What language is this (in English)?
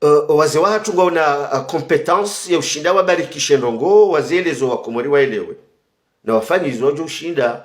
Ngazidja Comorian